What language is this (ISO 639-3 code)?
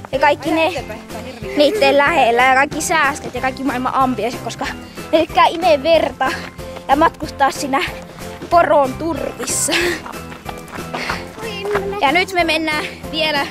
fin